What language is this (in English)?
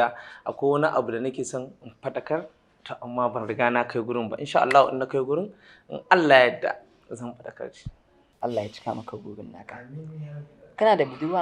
Hausa